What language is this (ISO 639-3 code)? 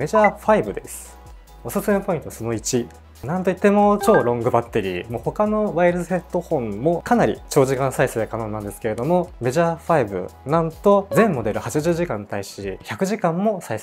jpn